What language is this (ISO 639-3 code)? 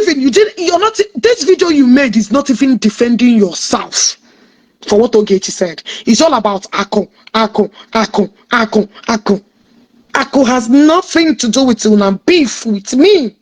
ibo